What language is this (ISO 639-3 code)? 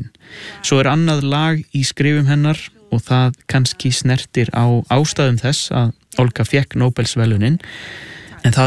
isl